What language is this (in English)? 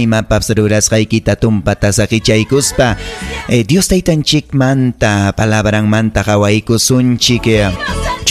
Ayacucho Quechua